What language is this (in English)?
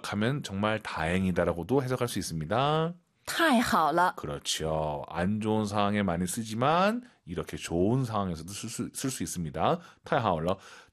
Korean